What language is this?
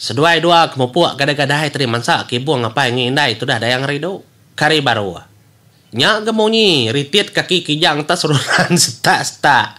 Iban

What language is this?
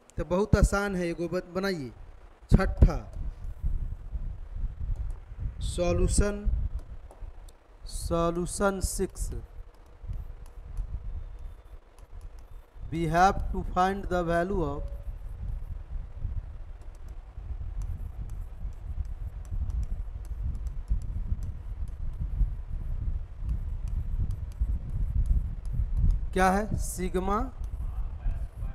Hindi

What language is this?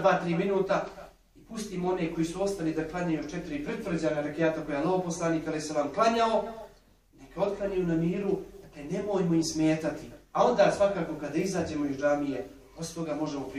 Bosnian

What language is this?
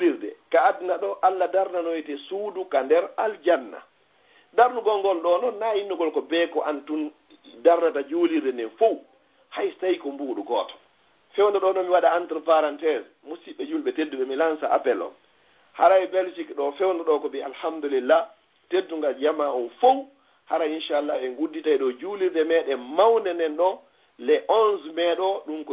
Fula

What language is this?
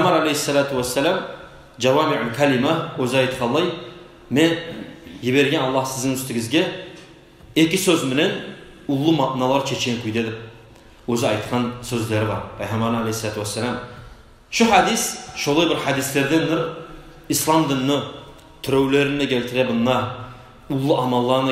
Kumyk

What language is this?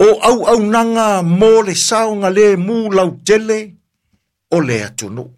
Samoan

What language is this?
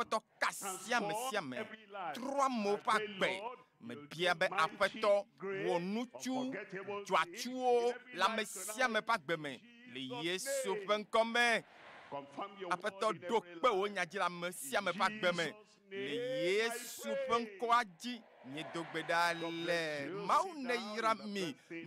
Ewe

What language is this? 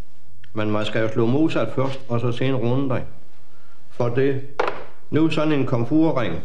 Danish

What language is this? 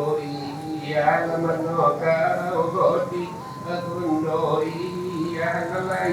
Minangkabau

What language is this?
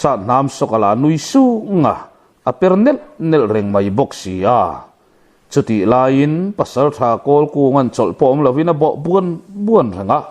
Mizo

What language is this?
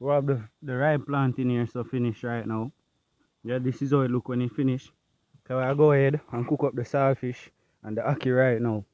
Jamaican Creole English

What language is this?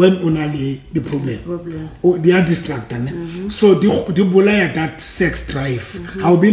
Southern Sotho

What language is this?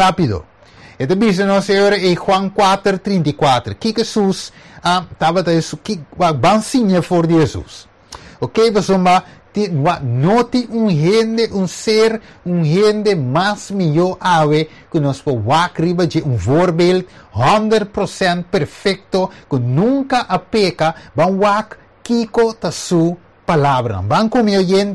Papiamento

